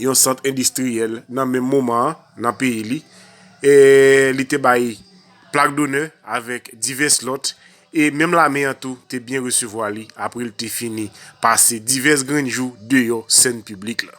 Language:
Haitian Creole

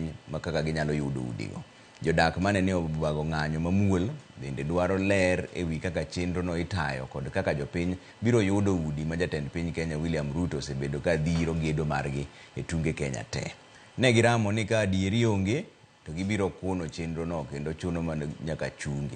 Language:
Luo (Kenya and Tanzania)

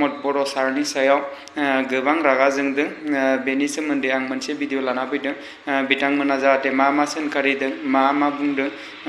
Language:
Bodo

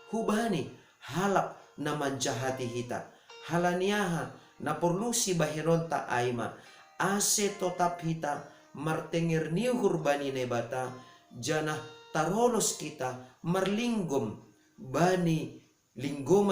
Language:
Batak Simalungun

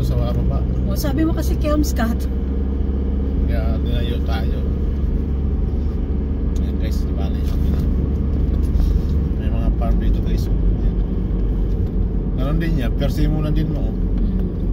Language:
Filipino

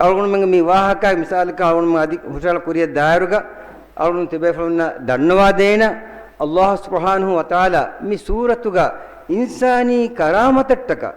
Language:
Divehi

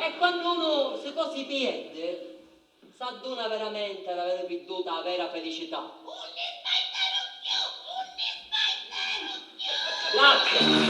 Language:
Sicilian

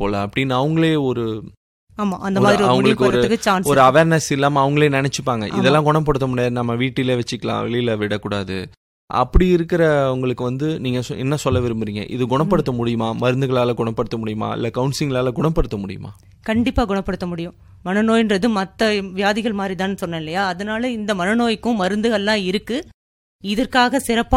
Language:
Tamil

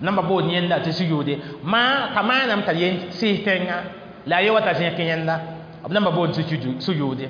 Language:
Mossi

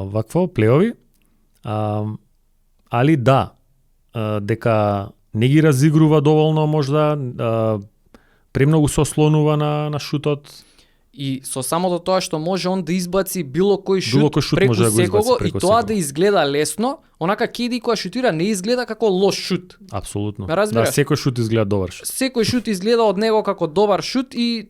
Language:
Macedonian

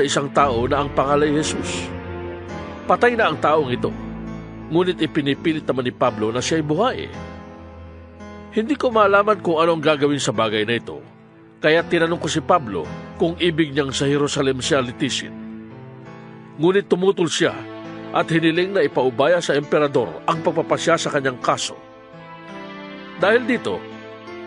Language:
Filipino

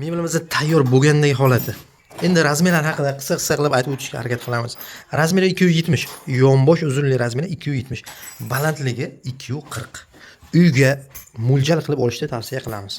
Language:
Uzbek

